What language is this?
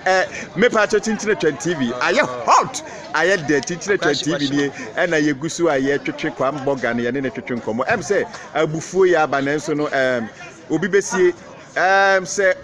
Akan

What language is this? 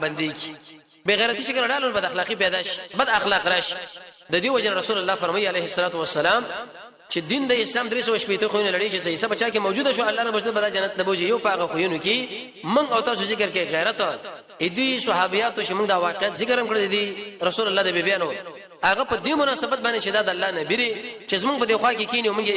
Pashto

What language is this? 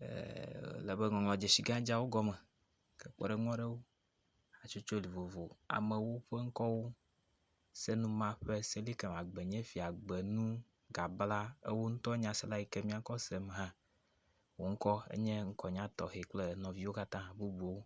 Ewe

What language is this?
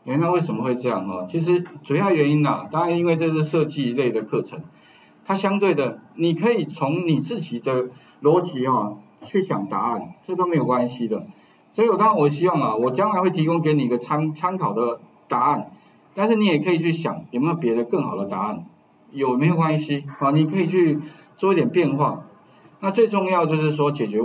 Chinese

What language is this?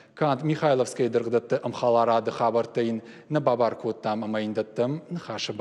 Ossetic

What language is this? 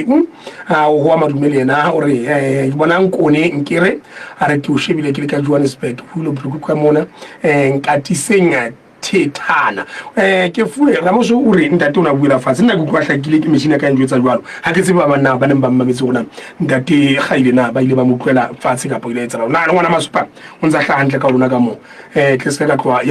Southern Sotho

